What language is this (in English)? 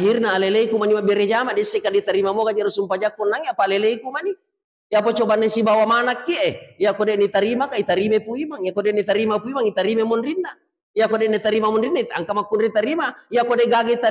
Buginese